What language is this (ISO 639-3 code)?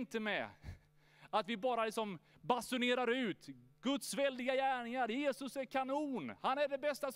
swe